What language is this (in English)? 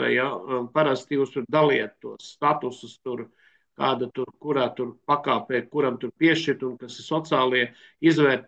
Latvian